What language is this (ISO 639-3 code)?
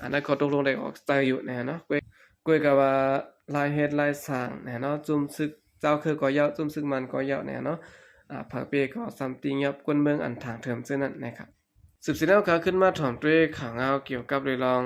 shn